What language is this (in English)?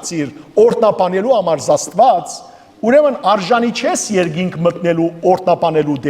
Western Armenian